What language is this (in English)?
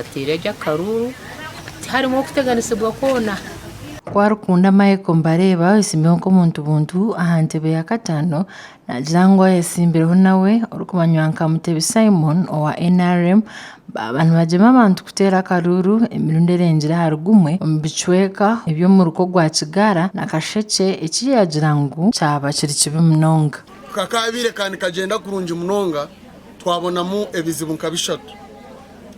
Nyankole